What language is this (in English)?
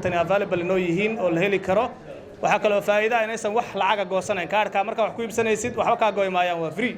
Somali